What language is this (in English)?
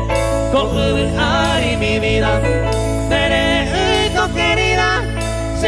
Guarani